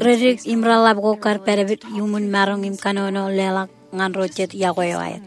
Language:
Marshallese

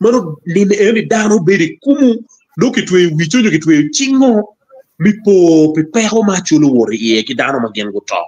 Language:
Acoli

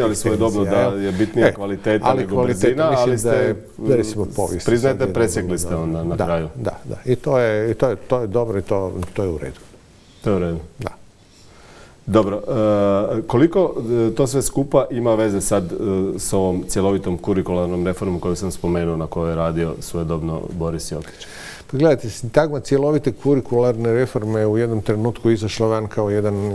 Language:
Croatian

